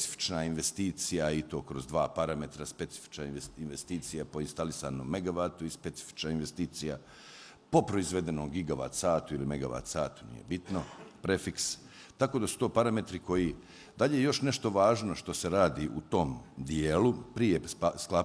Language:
Bosnian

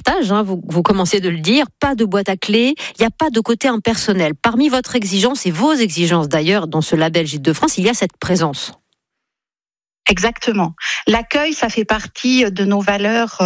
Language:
French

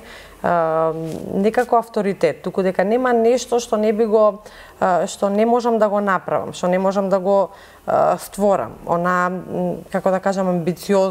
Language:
Macedonian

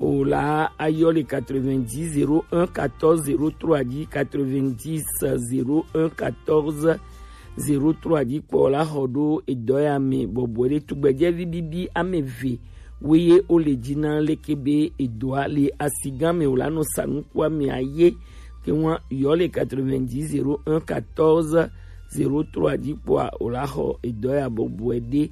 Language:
Gen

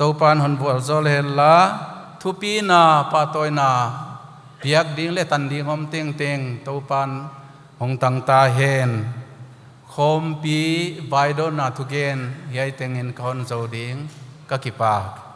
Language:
Paite Chin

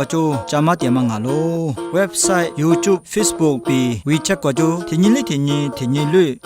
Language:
Lisu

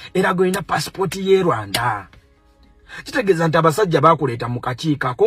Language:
Ganda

